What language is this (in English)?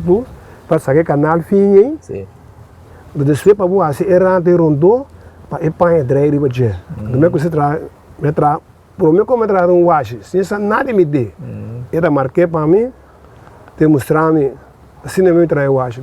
Papiamento